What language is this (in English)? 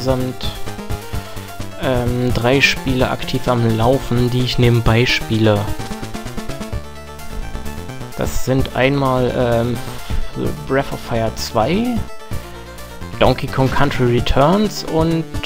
German